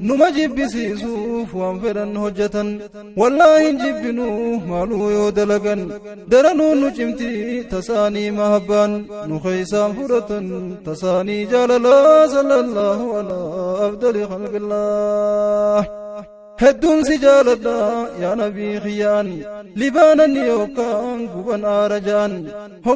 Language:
Oromo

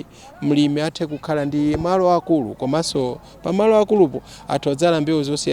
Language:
Nyanja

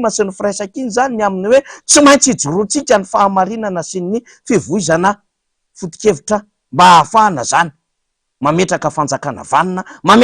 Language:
Malagasy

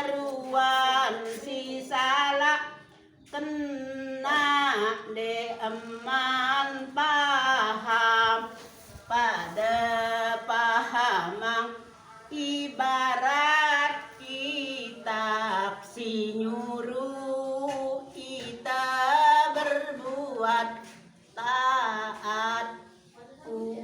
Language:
Sasak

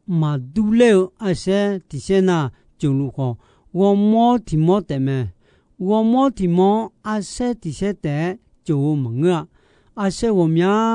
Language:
Akha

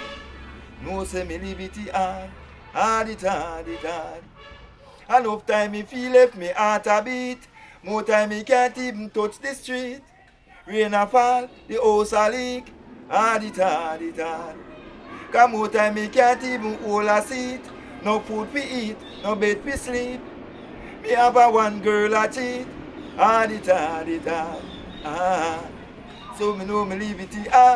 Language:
Jamaican Creole English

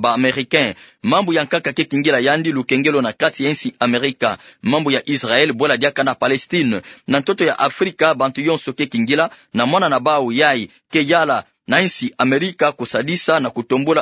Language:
Kituba (Democratic Republic of Congo)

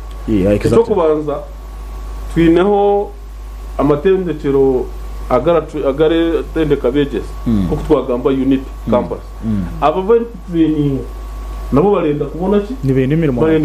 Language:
Nyankole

